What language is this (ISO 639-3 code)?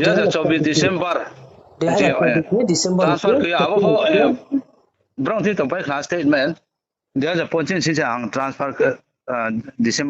ria